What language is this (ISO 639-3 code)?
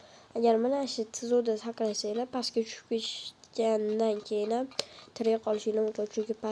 uzb